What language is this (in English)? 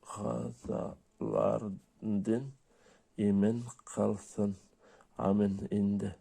Bashkir